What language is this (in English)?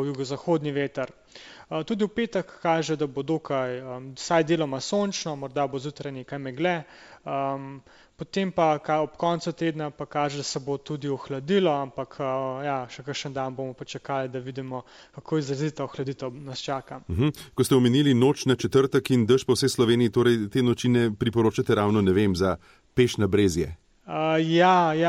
Slovenian